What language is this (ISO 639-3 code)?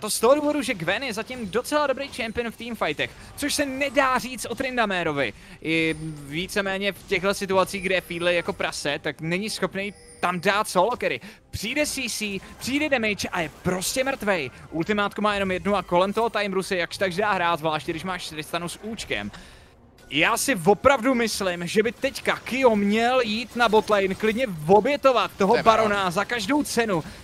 ces